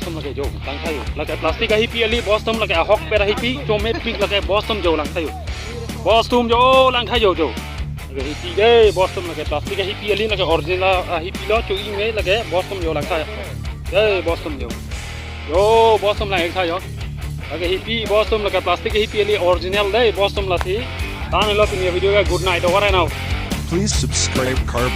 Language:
Karbi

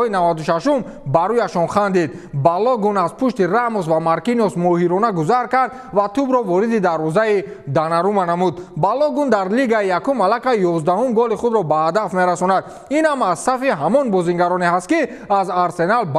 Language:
Tajik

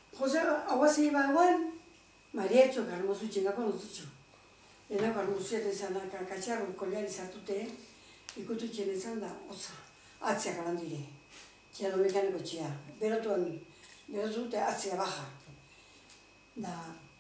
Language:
Basque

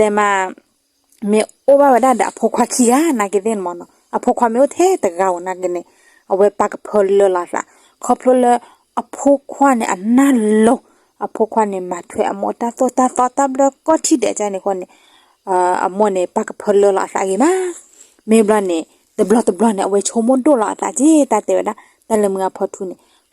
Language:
S'gaw Karen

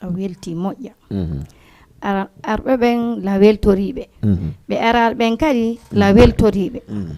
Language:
Fula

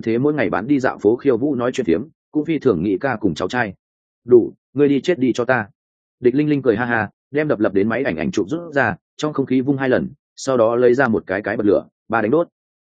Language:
Vietnamese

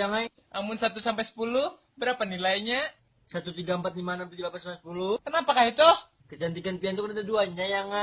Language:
Banjar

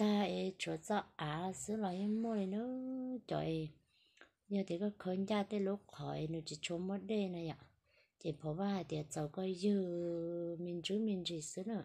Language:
Hmong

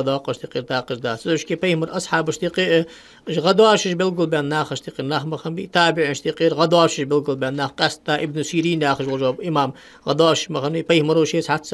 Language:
Ingush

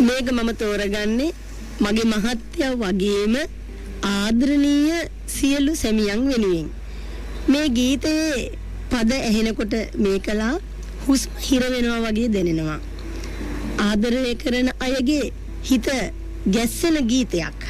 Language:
Sinhala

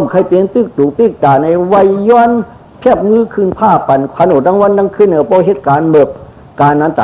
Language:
Shan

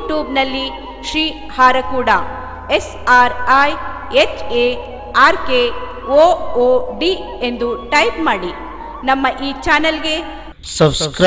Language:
Kannada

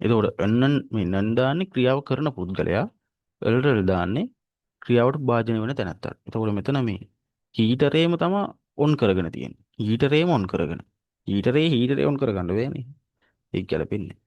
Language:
Sinhala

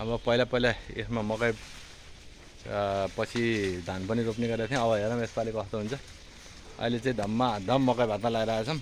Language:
Nepali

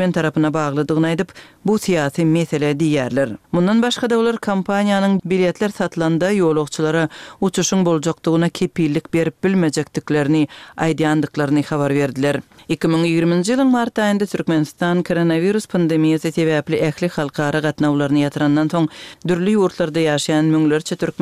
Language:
Turkmen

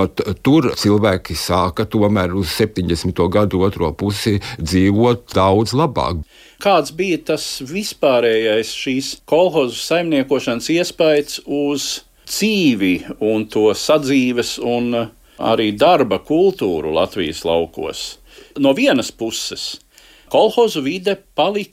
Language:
Latvian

